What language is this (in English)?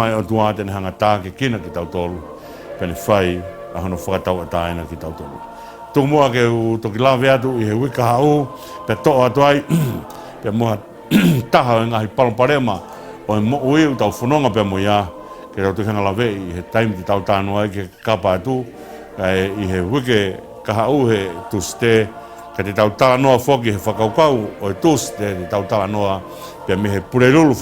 Tongan